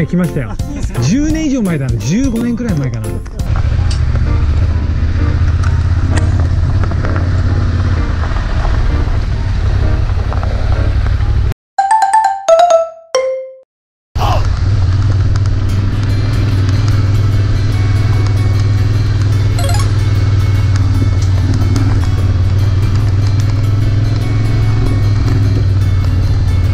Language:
Japanese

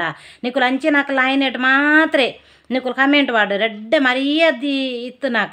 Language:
Tulu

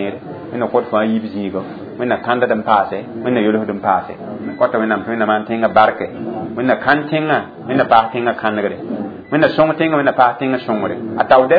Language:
Mossi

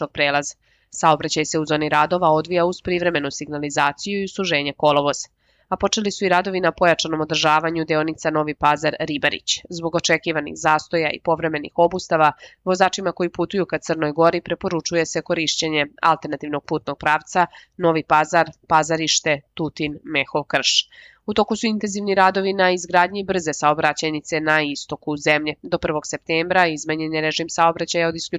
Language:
Serbian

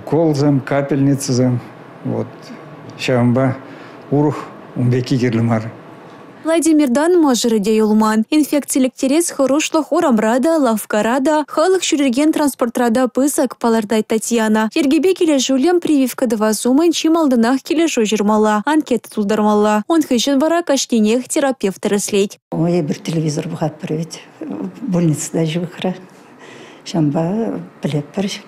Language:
Chuvash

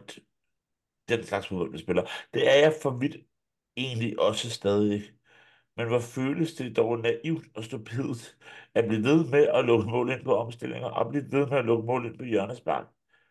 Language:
Danish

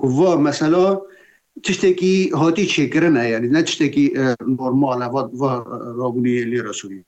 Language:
Kurdish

